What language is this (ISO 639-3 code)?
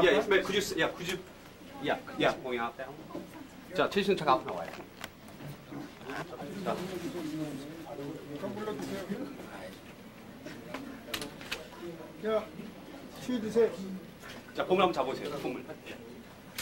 kor